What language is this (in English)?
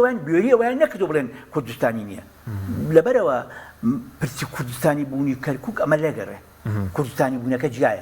Central Kurdish